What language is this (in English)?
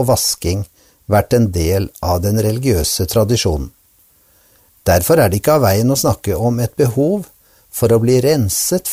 Norwegian